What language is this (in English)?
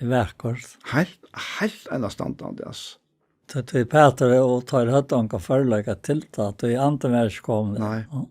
Faroese